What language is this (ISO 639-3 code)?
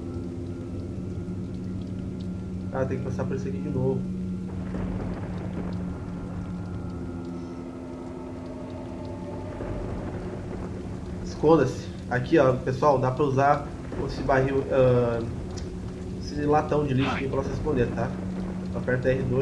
por